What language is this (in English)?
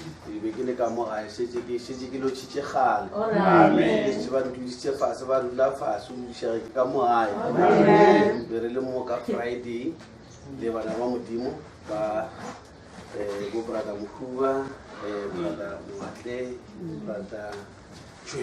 Northern Sotho